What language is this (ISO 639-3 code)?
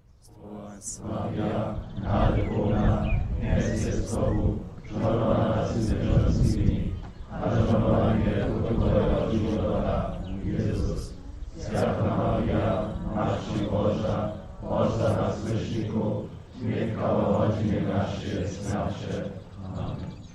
hsb